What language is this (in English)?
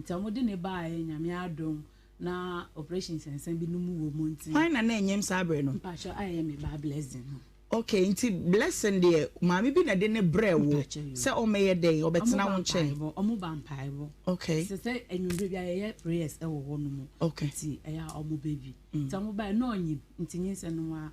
Akan